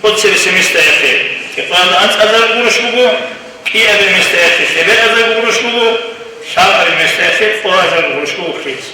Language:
Avaric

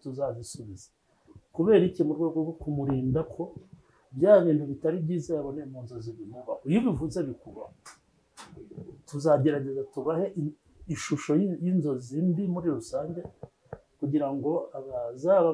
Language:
Kinyarwanda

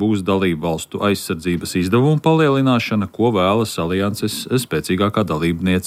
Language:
Latvian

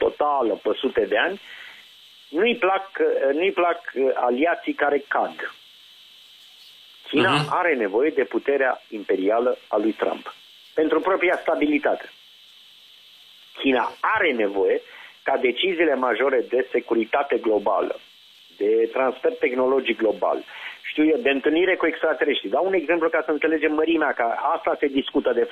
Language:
Romanian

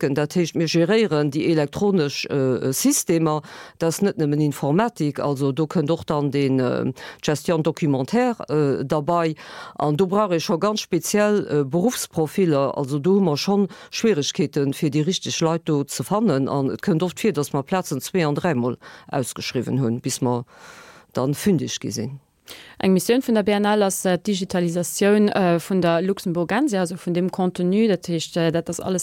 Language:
Luxembourgish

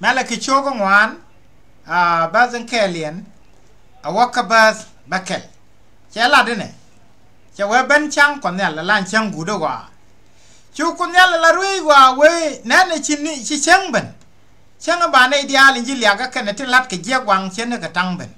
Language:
Nuer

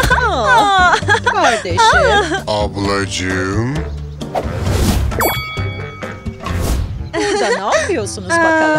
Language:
Turkish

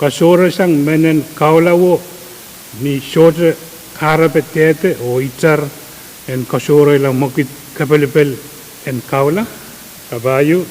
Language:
Pohnpeian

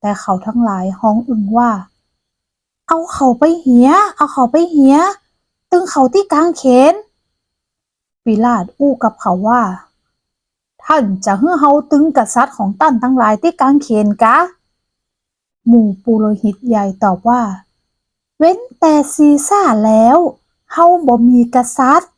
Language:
Northern Thai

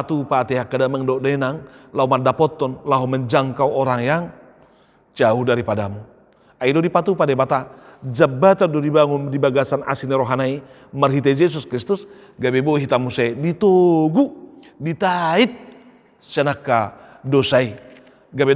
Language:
Batak Toba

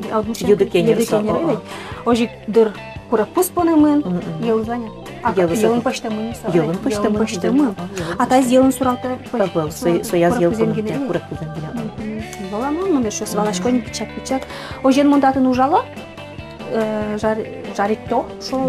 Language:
Udmurt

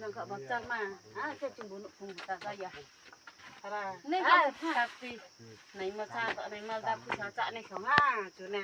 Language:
Riang (India)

